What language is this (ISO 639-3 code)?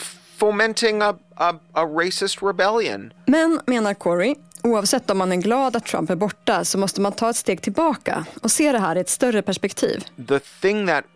swe